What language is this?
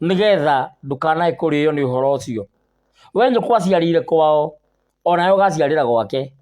Kikuyu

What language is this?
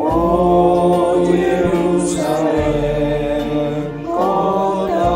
Batak Karo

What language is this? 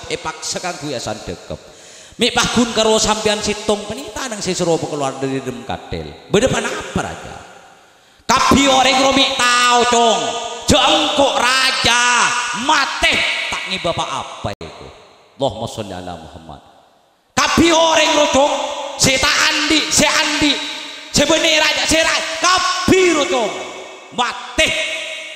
Madurese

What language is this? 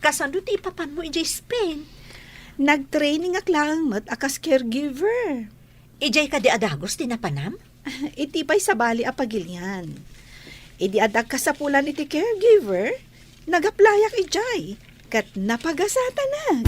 Iloko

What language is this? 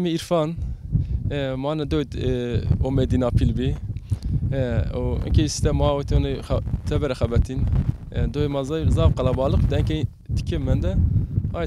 Zaza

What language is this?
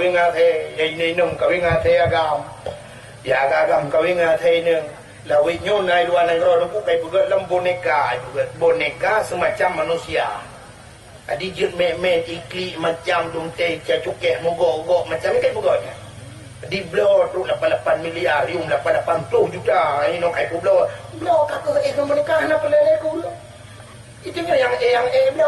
Achinese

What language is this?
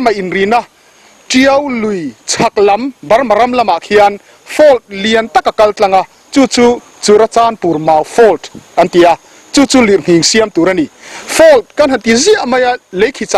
Mizo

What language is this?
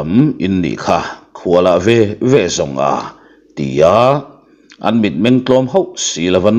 Mizo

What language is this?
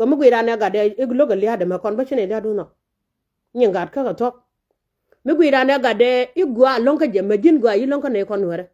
Nuer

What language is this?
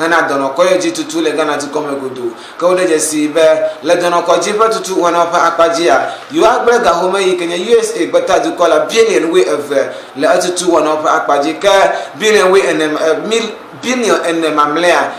Ewe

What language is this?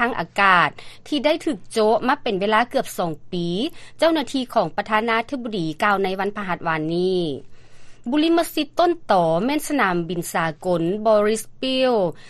Lao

